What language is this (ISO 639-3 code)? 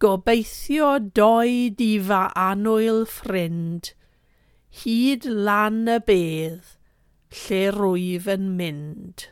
cym